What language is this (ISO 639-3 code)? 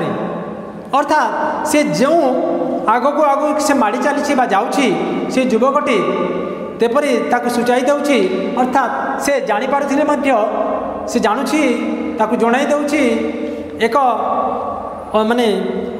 ori